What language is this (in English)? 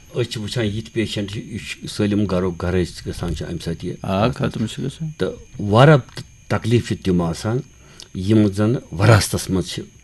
Kashmiri